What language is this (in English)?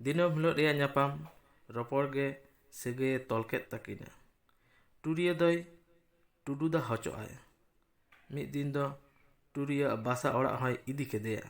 Santali